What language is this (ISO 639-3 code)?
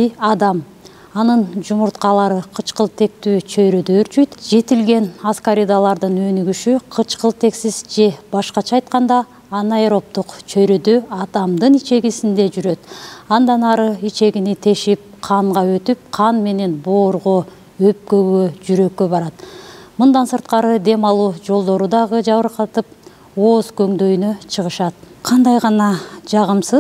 kir